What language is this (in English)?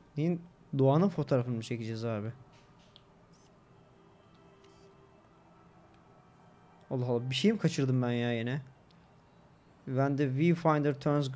Turkish